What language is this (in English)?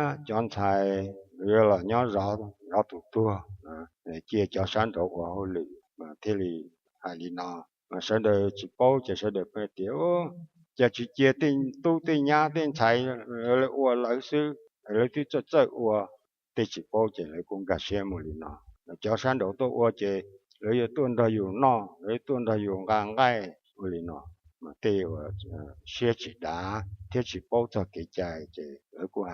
Hmong